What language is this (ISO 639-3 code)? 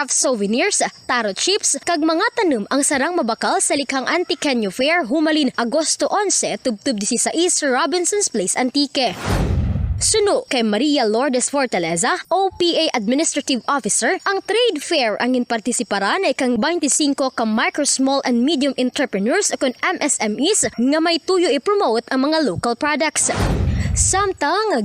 krj